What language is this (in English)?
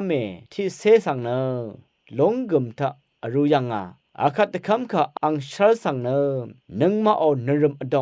Rawang